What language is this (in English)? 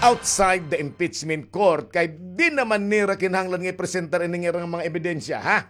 Waray